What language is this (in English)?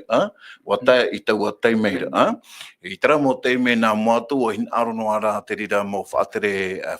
Tahitian